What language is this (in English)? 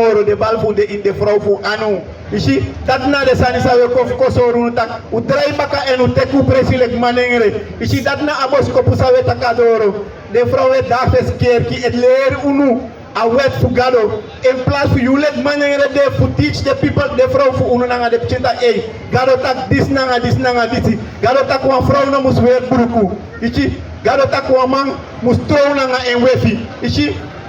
Sranan Tongo